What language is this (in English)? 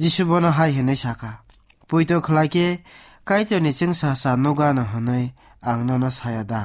Kok Borok